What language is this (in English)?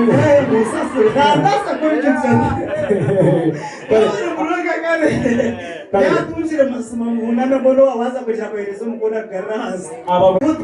Nyankole